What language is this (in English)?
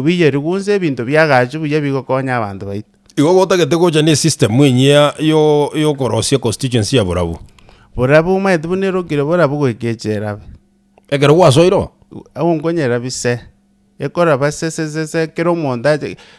Gusii